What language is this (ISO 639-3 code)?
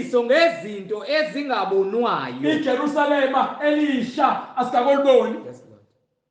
zul